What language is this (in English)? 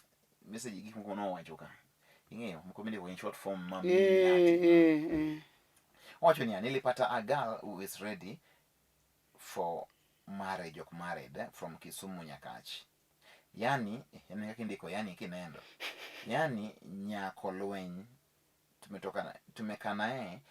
Luo (Kenya and Tanzania)